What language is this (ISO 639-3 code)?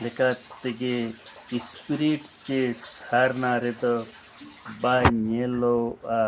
sat